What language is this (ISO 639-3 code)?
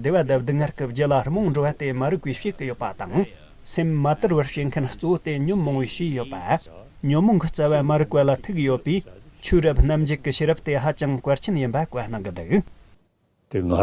bod